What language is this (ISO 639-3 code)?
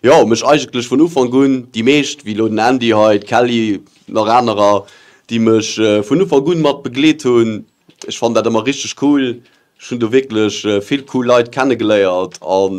ltz